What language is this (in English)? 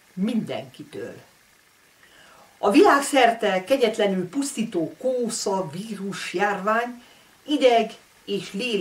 Hungarian